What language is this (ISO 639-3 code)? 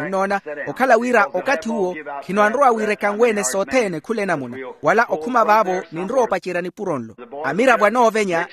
vmw